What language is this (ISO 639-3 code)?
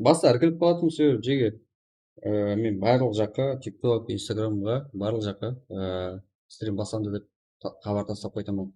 kaa